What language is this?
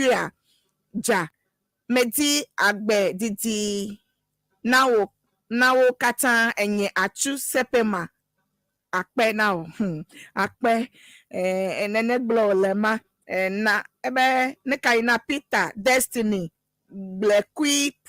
Ewe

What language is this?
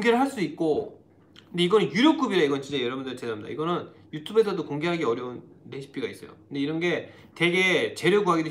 Korean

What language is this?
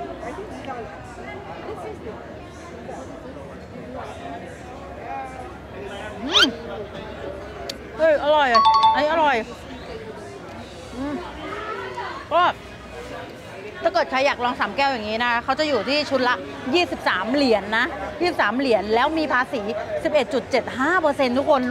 Thai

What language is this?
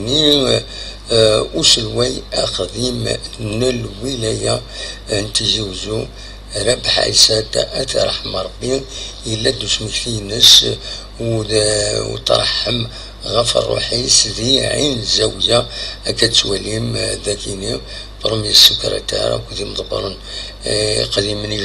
Kabyle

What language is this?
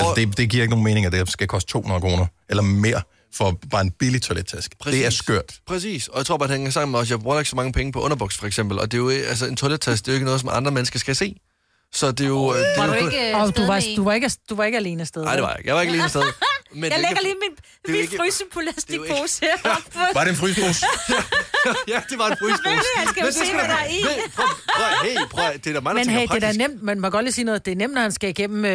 Danish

